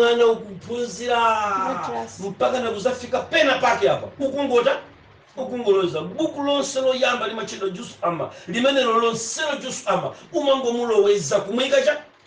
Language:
Nyanja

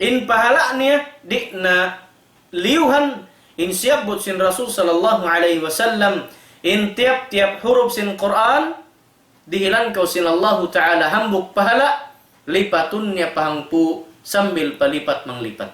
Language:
Tausug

